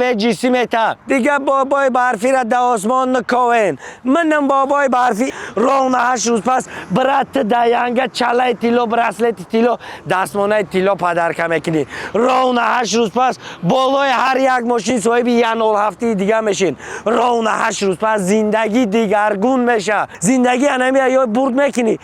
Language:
Tajik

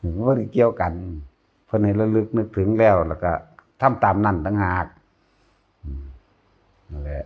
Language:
Northeastern Thai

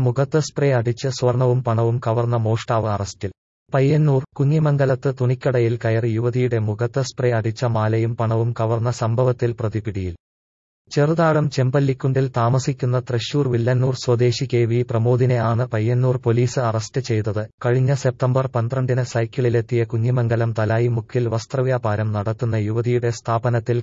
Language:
Malayalam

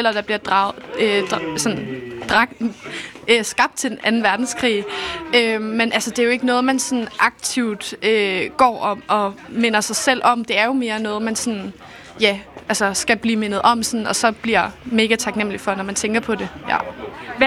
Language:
Danish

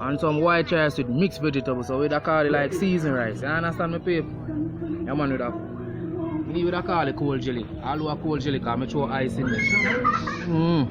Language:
Jamaican Creole English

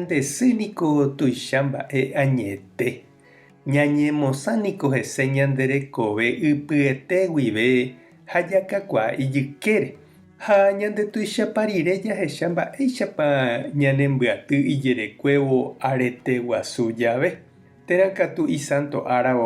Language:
Guarani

